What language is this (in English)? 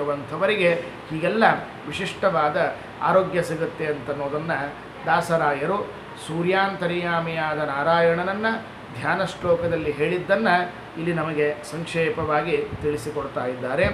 Kannada